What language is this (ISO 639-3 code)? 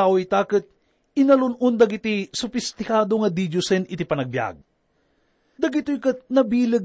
ilo